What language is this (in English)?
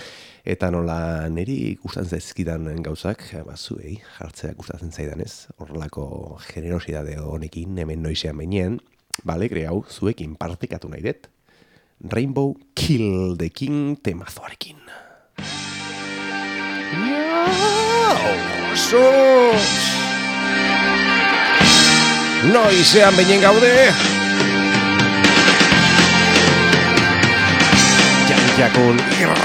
Basque